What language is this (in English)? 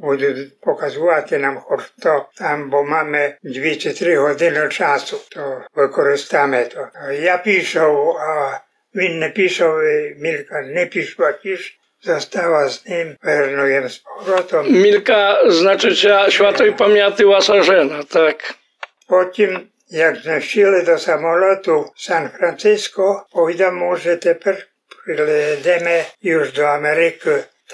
Rusyn